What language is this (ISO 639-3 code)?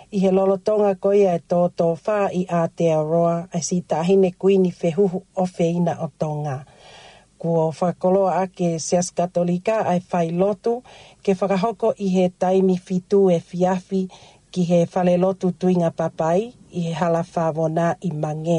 ton